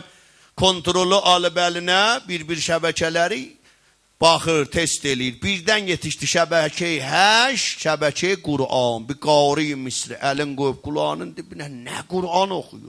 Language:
South Azerbaijani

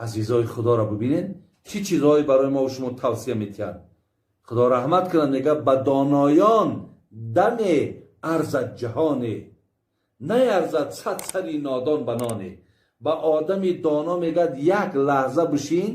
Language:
Tajik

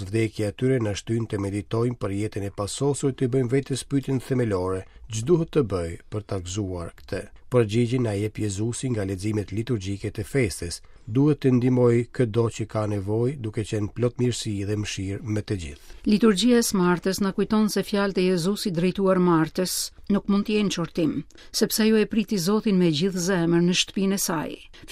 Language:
Albanian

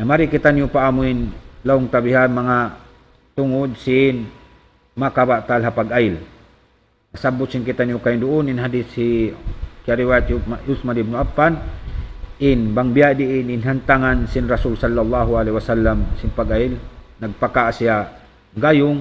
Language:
Tausug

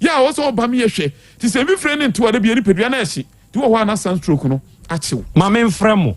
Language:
Akan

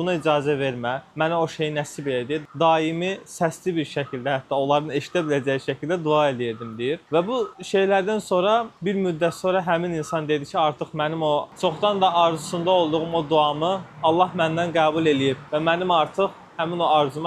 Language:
Azerbaijani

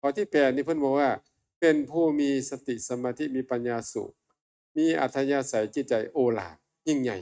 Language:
Northeastern Thai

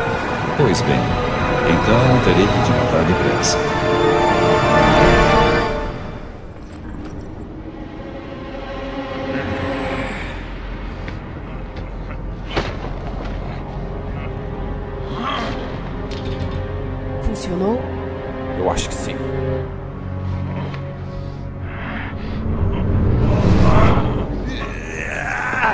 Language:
Portuguese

